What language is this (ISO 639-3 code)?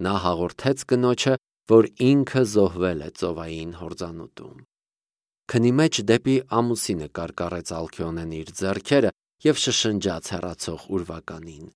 hye